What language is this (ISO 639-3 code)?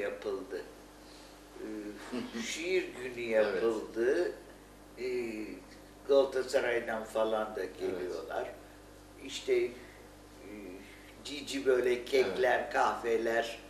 tur